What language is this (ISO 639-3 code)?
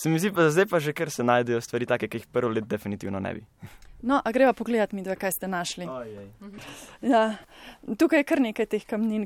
slv